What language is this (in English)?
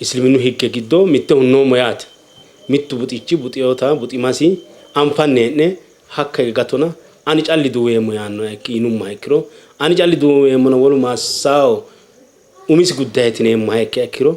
Sidamo